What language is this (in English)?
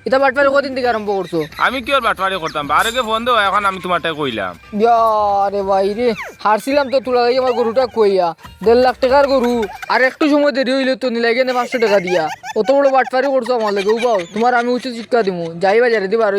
Sylheti